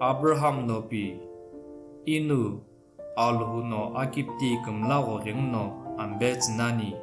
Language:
Sumi Naga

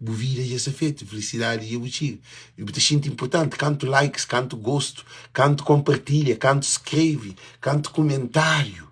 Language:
Kabuverdianu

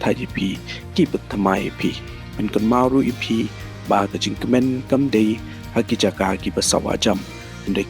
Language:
Khasi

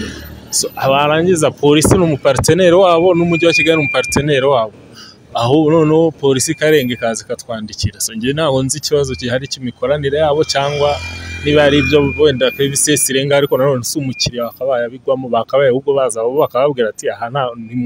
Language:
Kinyarwanda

